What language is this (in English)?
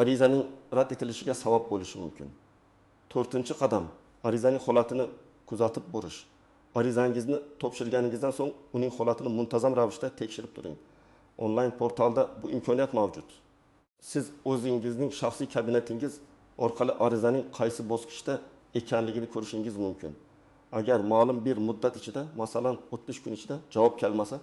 Uzbek